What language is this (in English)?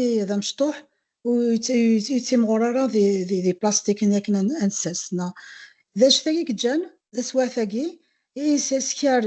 Kabyle